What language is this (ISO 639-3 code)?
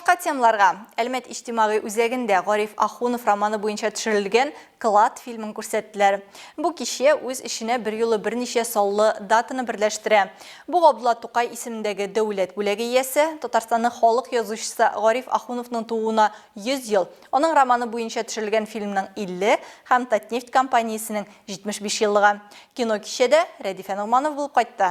tat